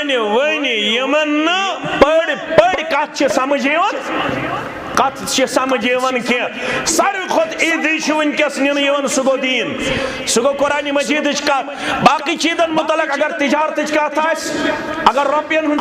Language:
Kashmiri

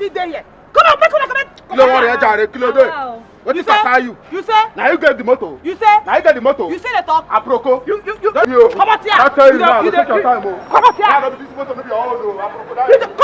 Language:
Nigerian Pidgin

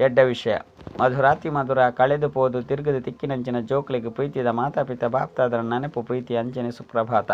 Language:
Tulu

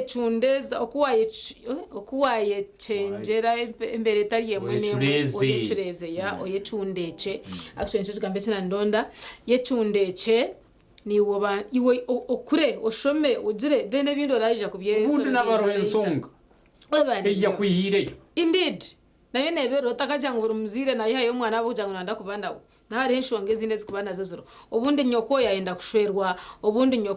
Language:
Nyankole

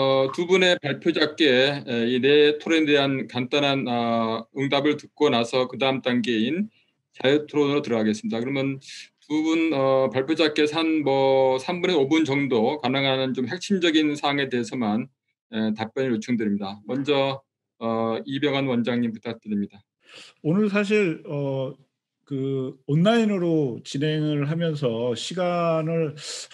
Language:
Korean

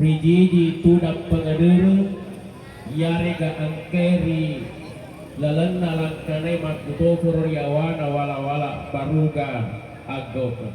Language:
Buginese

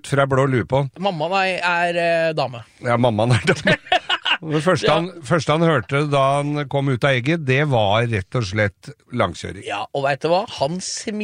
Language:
Norwegian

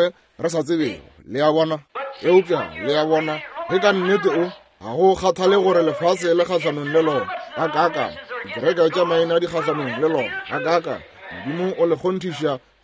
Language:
Northern Sotho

